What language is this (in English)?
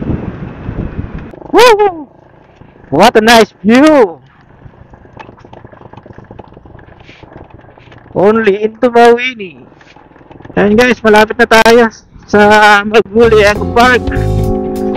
Filipino